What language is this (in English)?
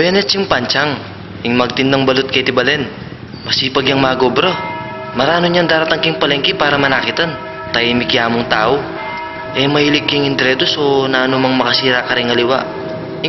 Pampanga